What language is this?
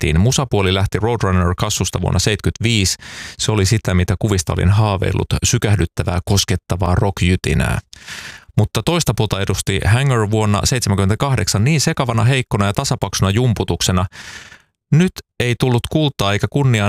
Finnish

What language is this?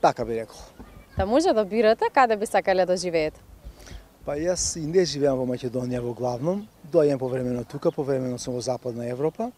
Macedonian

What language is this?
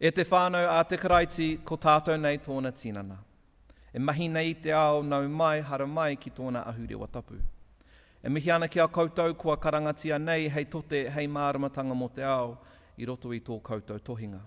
Māori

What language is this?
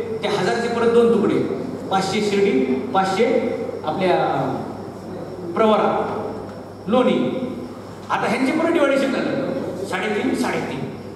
Marathi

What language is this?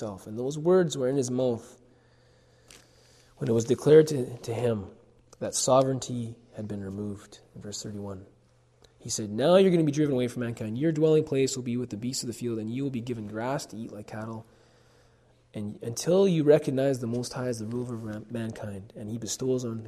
English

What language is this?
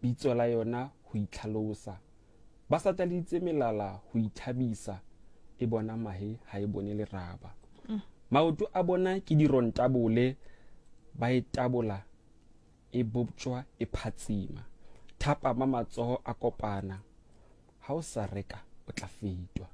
Southern Sotho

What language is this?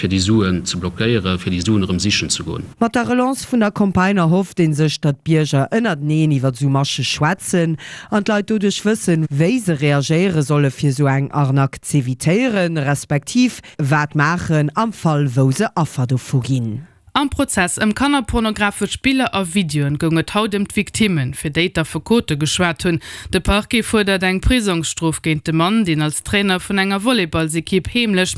Luxembourgish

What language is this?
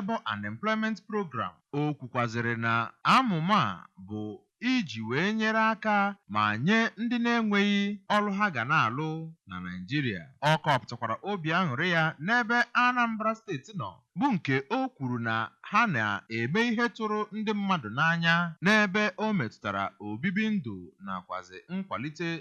Igbo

